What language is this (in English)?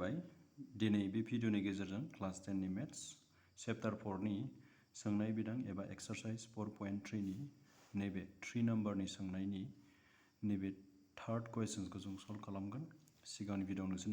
Bodo